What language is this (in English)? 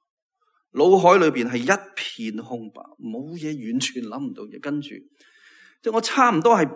Cantonese